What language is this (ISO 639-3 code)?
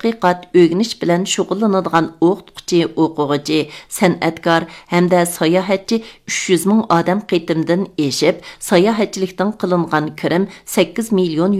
uig